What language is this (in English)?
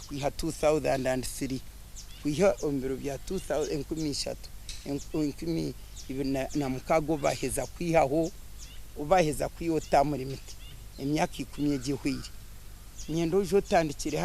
Nyankole